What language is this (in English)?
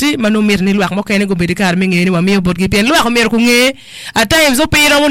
Acoli